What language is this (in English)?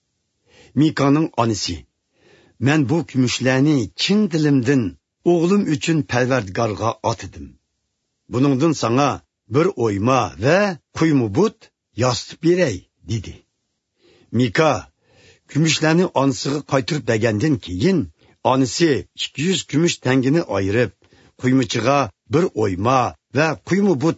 Uyghur